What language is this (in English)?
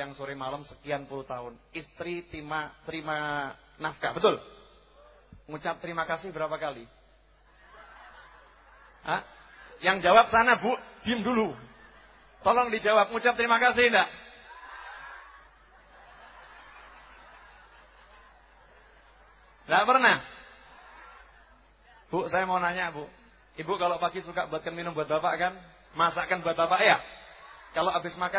Indonesian